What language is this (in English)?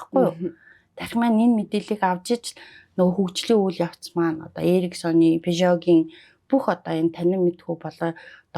Mongolian